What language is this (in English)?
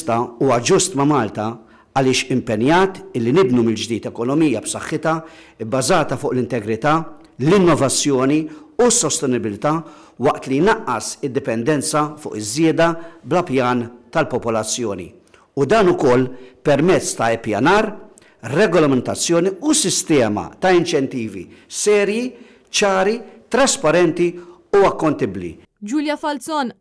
Maltese